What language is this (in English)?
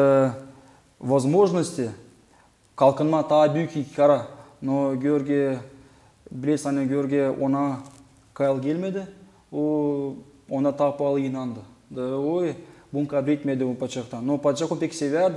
Gagauz